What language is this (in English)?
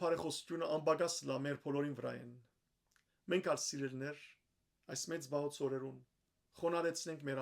Western Armenian